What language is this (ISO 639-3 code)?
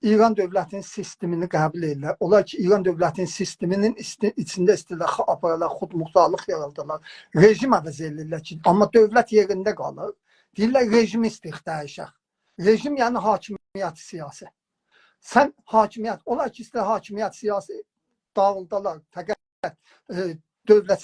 azb